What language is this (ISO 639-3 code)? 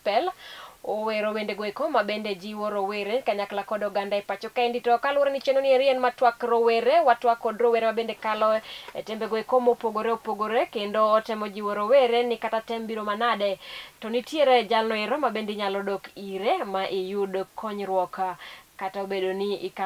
luo